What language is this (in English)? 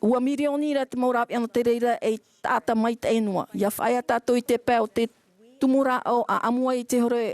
Tahitian